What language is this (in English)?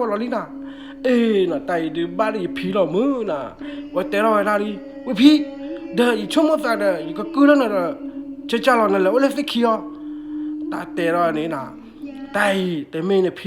S'gaw Karen